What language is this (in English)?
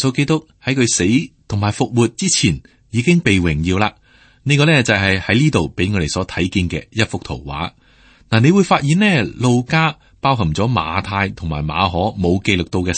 Cantonese